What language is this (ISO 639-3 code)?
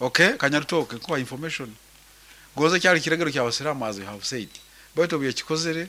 nyn